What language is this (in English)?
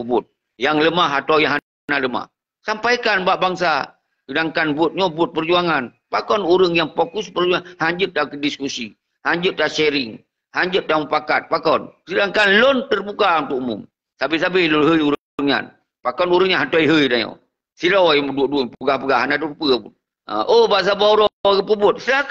Achinese